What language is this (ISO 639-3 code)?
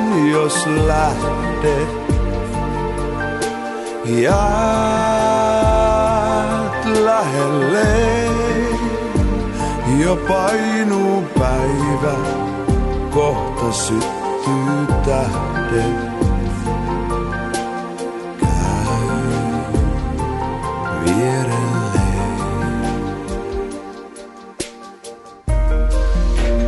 fin